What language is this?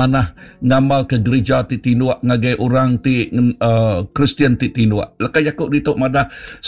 Iban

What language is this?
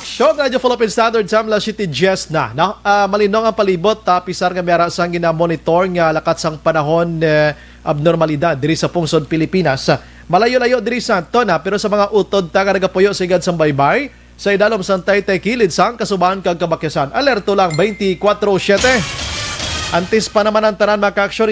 Hiligaynon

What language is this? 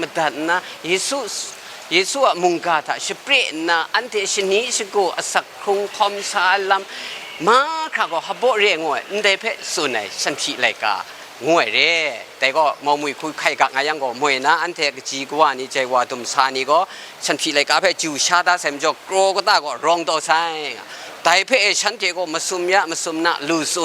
Kachin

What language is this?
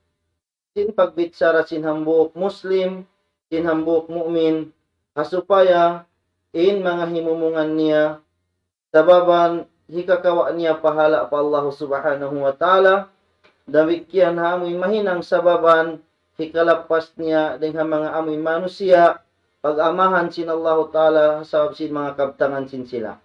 Tausug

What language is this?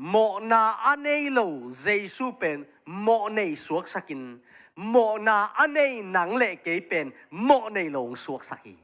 Tedim Chin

